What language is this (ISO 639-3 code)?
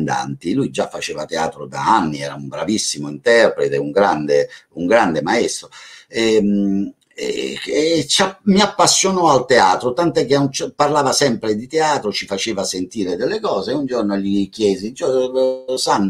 ita